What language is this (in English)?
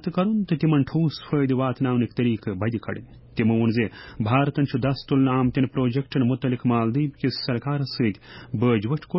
Kashmiri